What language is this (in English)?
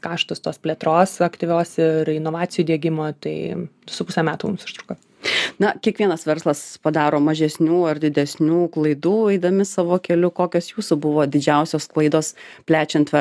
Lithuanian